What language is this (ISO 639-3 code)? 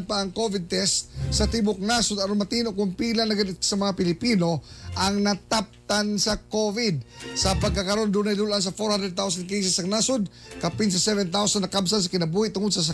ceb